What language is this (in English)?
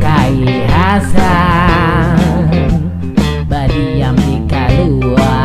Banjar